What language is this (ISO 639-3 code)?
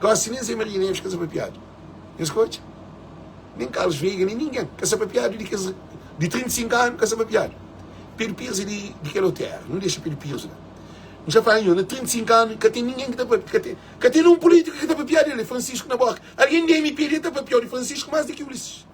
kea